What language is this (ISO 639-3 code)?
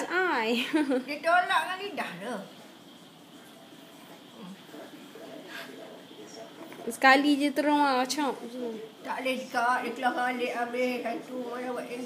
msa